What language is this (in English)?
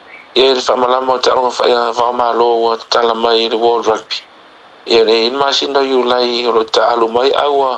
Samoan